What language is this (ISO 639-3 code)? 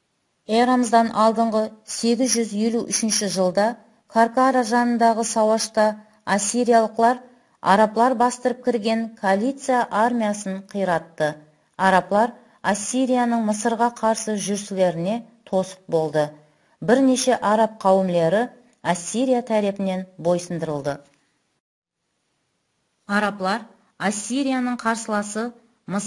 kaa